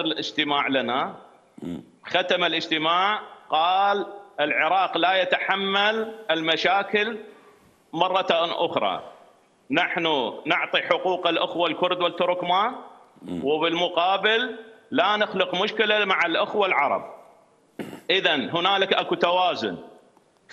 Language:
Mesopotamian Arabic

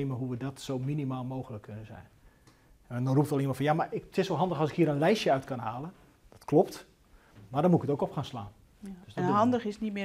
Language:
Dutch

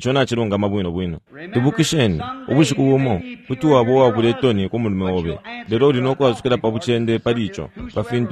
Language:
Bemba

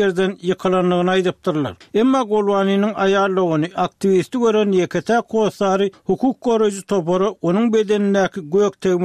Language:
Turkmen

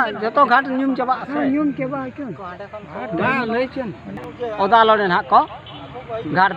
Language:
Santali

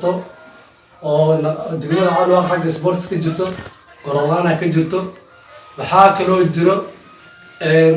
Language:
Somali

